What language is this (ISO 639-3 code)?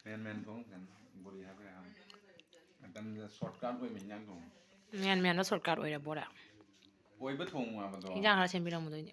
mni